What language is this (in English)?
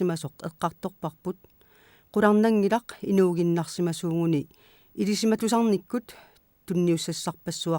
Kalaallisut